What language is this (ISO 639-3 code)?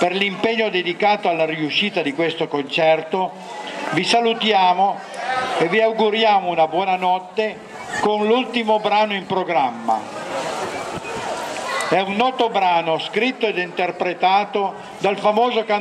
ita